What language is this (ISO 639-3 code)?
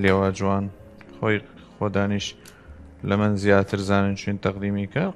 sdh